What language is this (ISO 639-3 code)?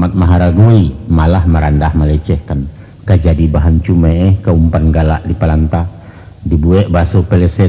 min